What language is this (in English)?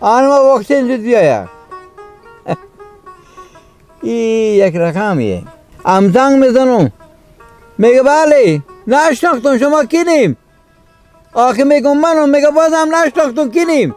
Persian